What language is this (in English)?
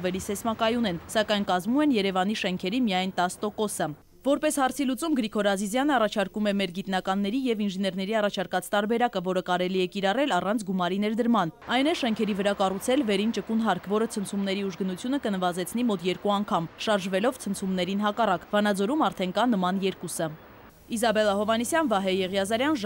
Armenian